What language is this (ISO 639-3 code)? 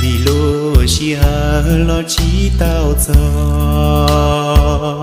hmn